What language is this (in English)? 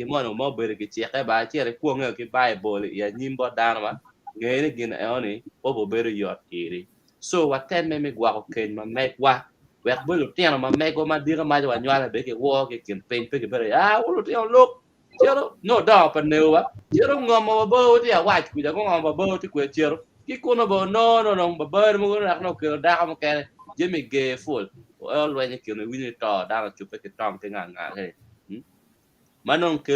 Acoli